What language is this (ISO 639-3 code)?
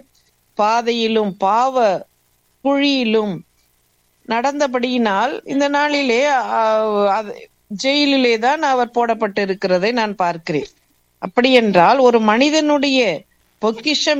tam